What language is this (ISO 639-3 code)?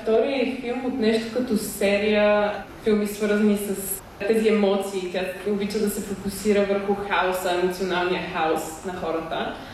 bul